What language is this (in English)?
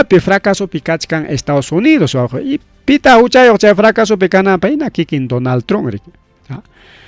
Ayacucho Quechua